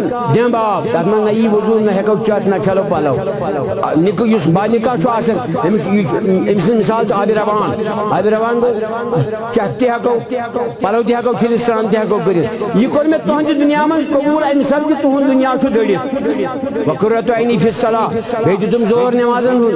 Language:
Kashmiri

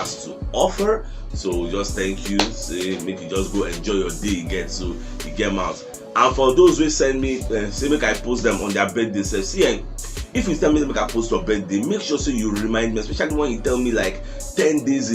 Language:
Nigerian Pidgin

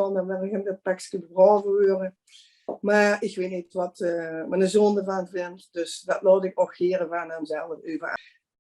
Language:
Limburgish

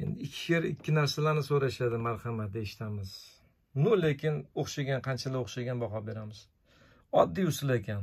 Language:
Uzbek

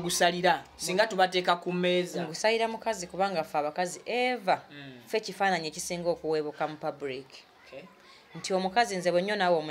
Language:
Ganda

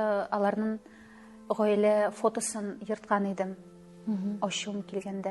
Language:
Tatar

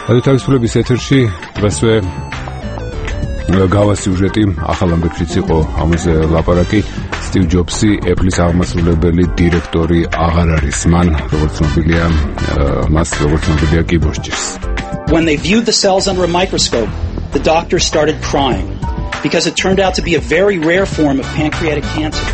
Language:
Georgian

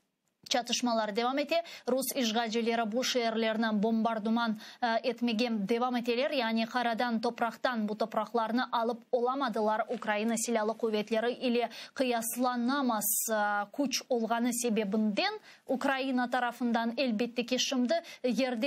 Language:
Crimean Tatar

